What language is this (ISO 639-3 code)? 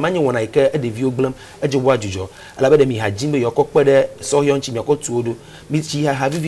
ewe